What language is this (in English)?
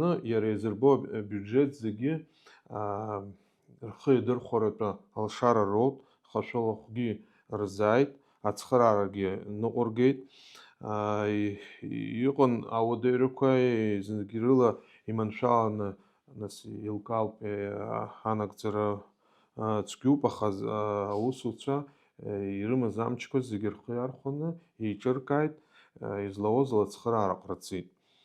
Abkhazian